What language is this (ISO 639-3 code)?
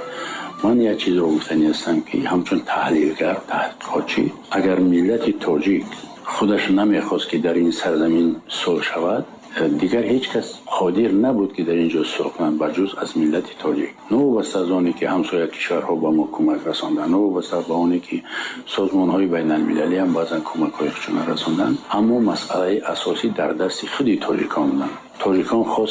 tgk